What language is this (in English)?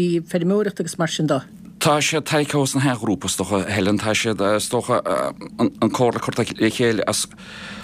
Irish